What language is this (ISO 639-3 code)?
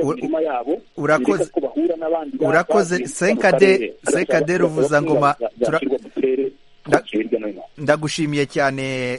kin